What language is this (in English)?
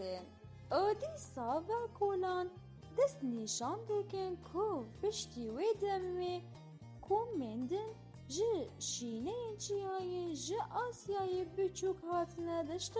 Kurdish